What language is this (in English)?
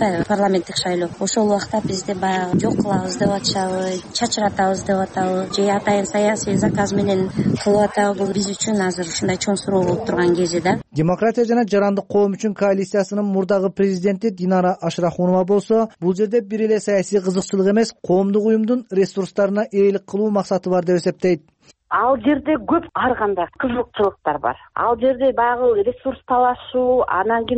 Kyrgyz